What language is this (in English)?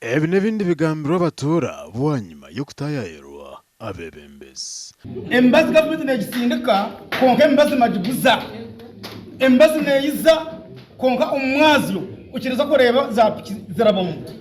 Nyankole